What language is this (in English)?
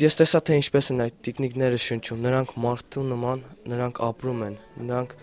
Armenian